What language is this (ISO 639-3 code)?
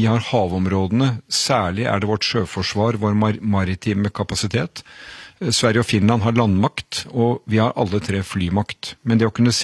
nor